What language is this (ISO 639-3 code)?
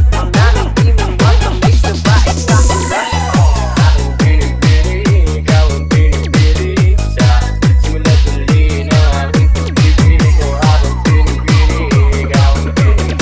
fil